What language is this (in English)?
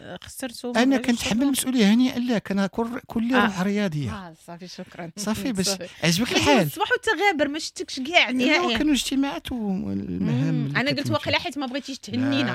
Moroccan Arabic